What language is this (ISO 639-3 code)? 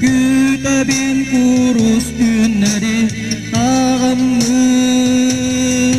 sah